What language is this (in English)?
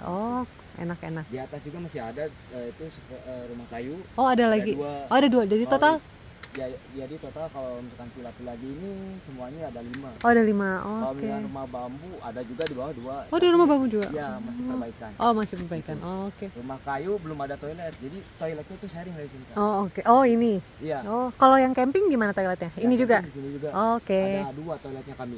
Indonesian